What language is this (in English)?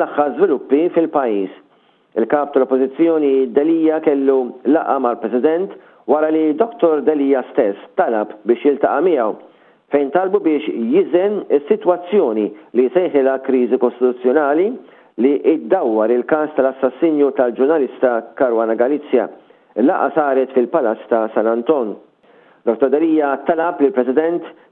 Maltese